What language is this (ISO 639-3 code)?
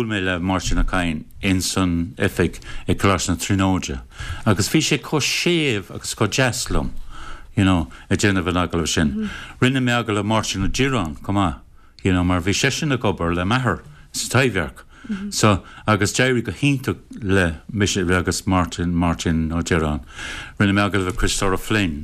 gle